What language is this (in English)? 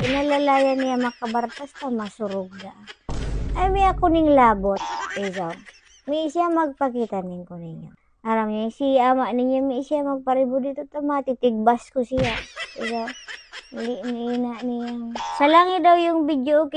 Bikol